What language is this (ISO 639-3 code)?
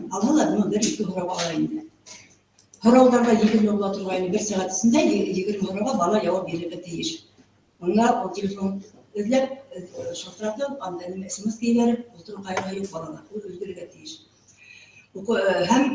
bak